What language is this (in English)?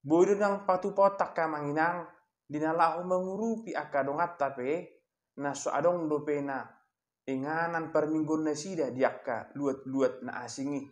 Batak Toba